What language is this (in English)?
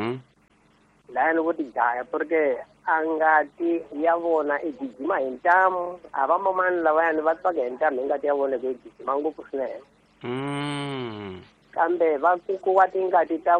Tsonga